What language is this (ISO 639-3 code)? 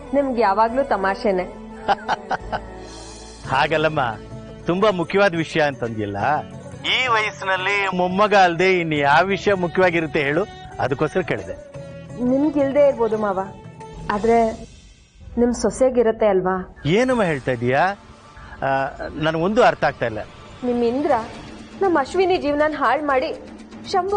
kan